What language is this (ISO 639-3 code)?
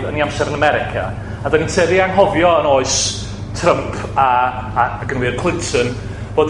cym